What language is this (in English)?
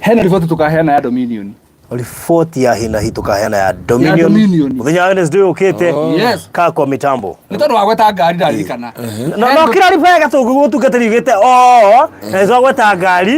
Kikuyu